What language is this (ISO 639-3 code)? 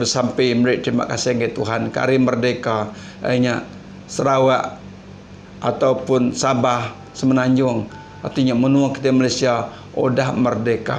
iba